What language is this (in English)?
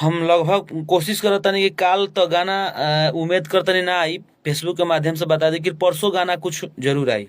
Bhojpuri